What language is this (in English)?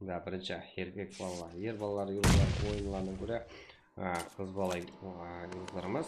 Kara-Kalpak